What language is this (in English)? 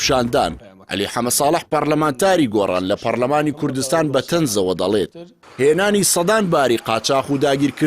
Central Kurdish